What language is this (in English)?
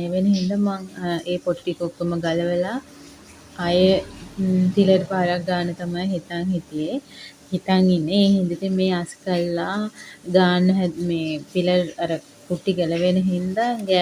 Sinhala